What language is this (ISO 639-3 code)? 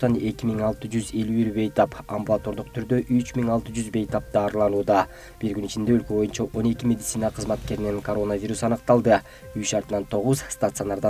kir